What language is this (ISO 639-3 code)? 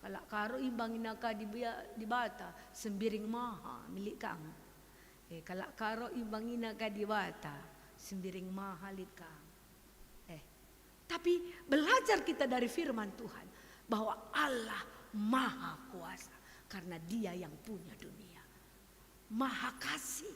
btx